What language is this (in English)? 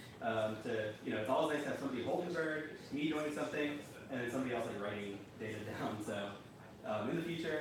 English